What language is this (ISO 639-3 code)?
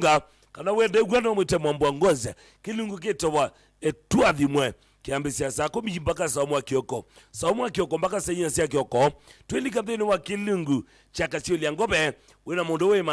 kam